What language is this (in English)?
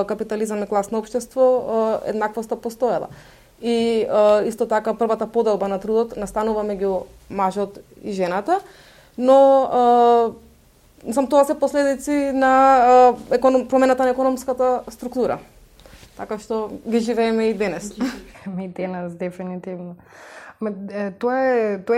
Macedonian